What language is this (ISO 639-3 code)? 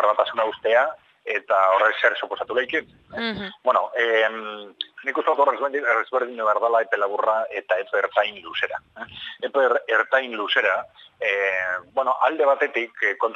eus